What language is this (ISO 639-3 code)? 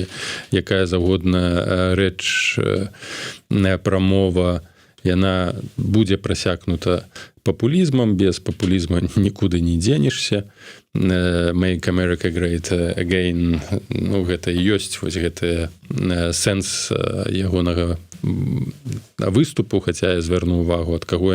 bel